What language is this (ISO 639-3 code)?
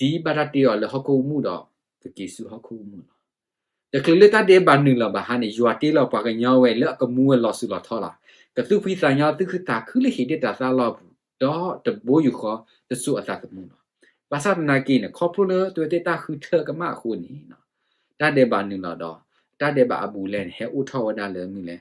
ksw